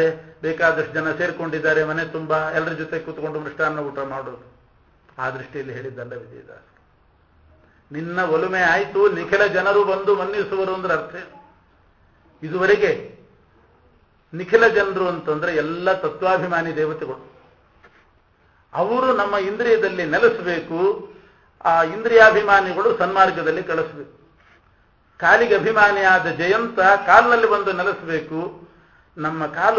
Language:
Kannada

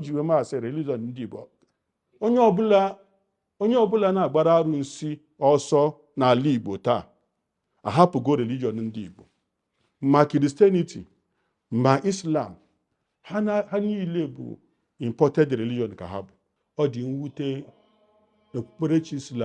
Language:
Igbo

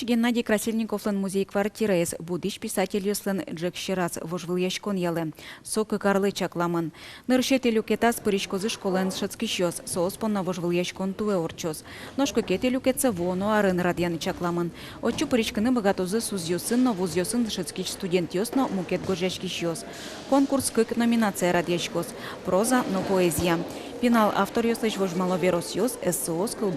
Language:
Udmurt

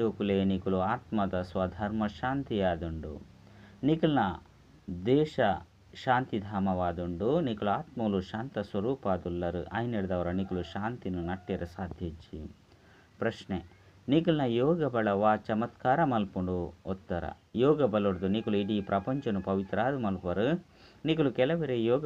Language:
Tulu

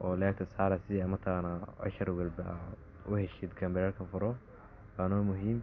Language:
Somali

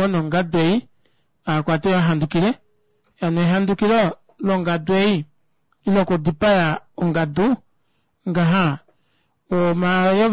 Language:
Kuanyama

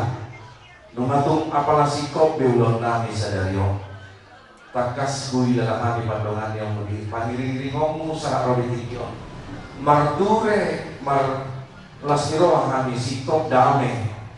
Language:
Batak Toba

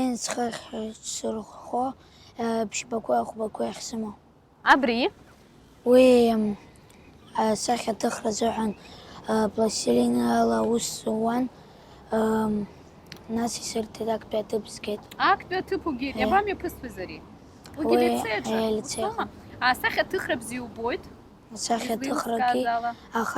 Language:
Abkhazian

